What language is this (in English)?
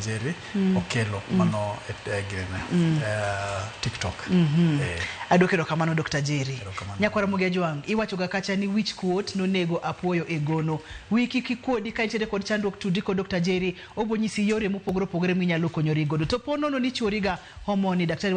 Luo (Kenya and Tanzania)